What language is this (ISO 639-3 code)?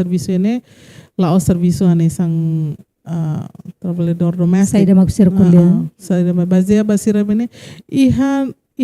tet